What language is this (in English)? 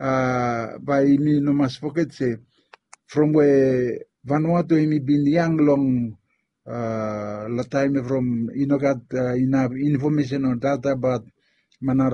Bislama